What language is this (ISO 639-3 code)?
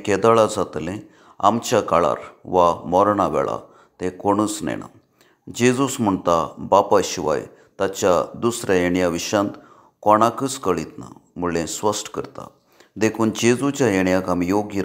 kok